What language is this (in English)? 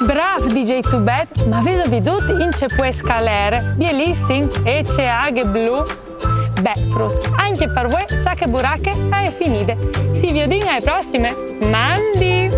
Friulian